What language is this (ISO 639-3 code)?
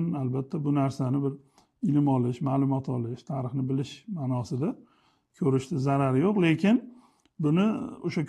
uzb